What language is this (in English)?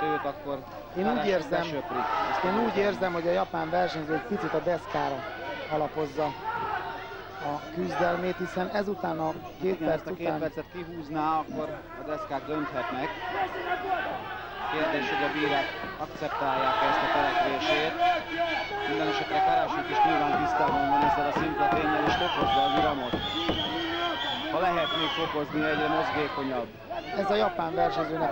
Hungarian